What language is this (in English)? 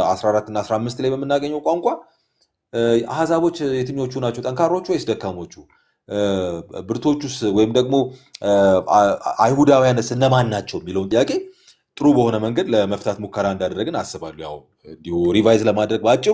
Amharic